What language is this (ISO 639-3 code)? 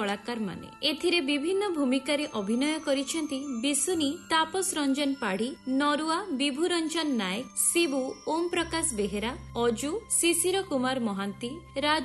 ori